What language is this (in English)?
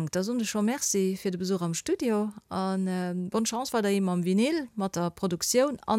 Luxembourgish